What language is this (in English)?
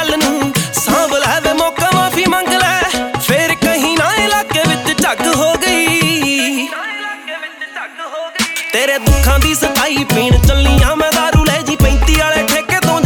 Punjabi